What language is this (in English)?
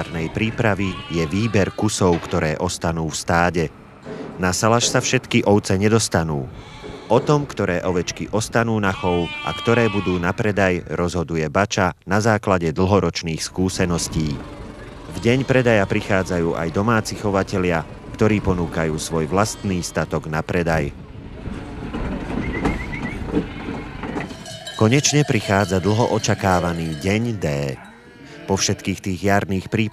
Slovak